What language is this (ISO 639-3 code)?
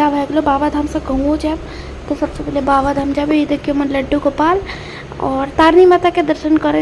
mai